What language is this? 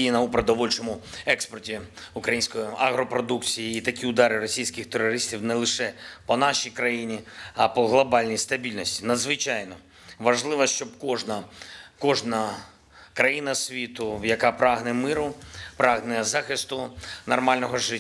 Ukrainian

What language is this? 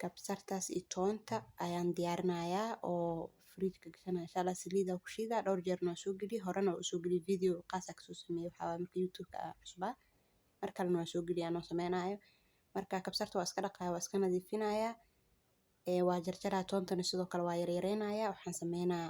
Somali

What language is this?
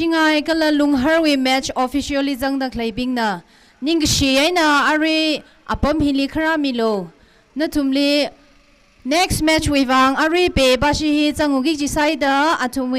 Tangkhul Naga (India)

